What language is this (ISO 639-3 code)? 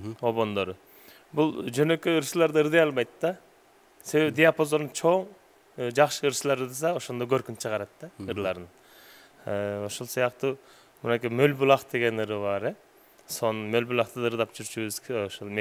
kir